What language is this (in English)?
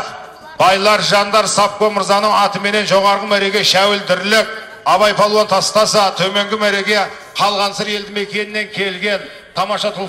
Kazakh